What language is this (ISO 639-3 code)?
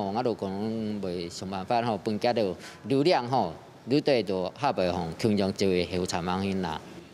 hak